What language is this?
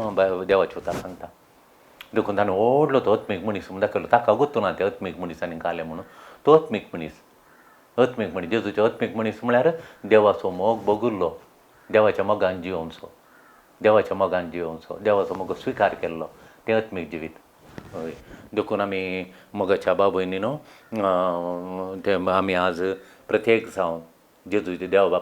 Konkani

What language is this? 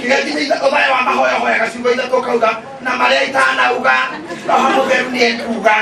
Kikuyu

